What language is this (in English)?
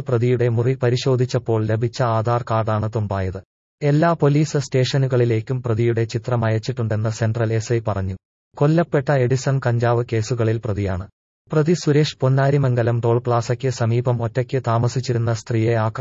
Malayalam